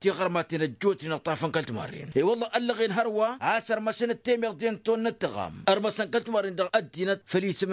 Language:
Tamasheq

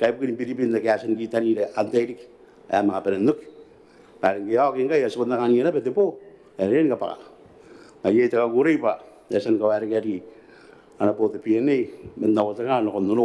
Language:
Gilbertese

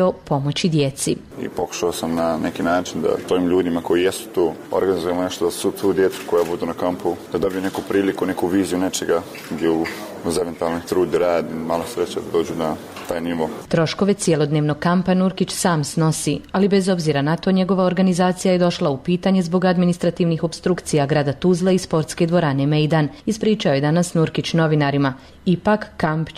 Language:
Bosnian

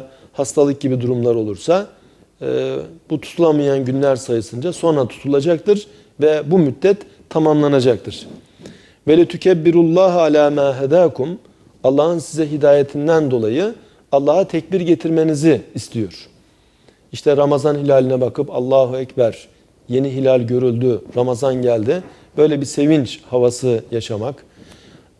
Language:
Turkish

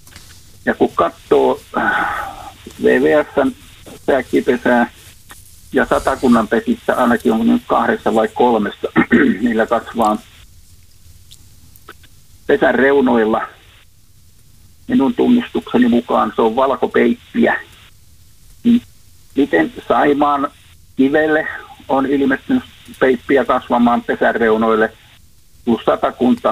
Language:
Finnish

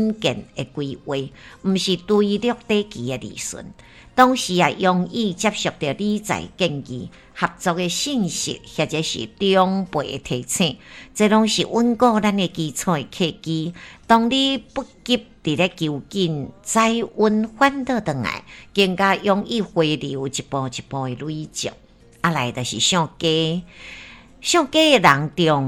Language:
Min Nan Chinese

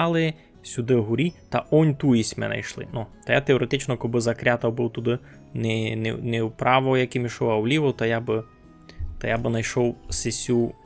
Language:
Rusyn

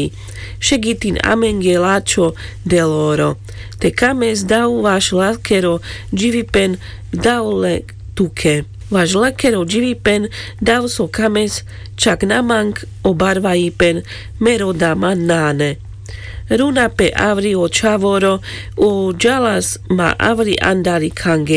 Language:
Carpathian Romani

